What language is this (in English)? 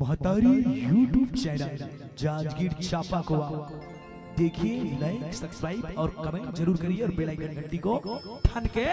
Chhattisgarhi